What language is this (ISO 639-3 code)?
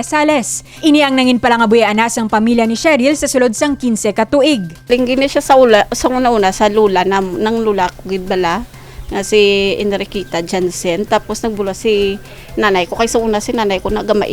hil